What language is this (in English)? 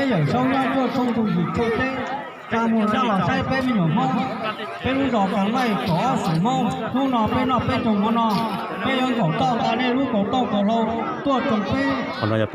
Hmong